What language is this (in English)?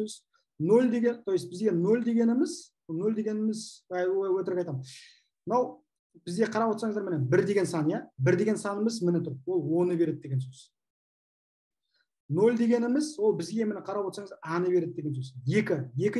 Kazakh